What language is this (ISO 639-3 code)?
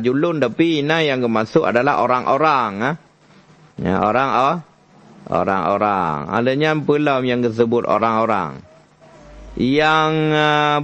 ace